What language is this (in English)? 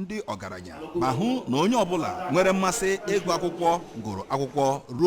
Igbo